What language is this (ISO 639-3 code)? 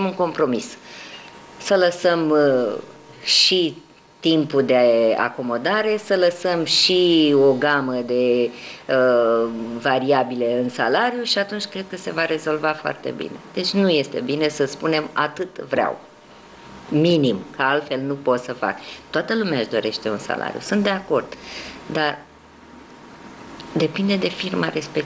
ron